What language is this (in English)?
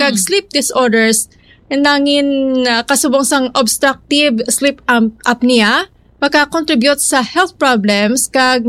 Hiligaynon